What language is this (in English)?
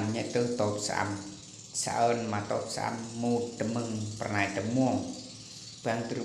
Eastern Bru